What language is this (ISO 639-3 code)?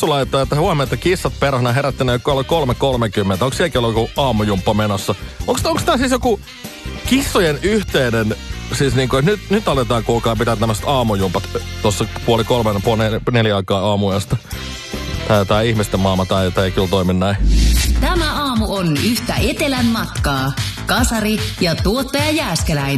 fin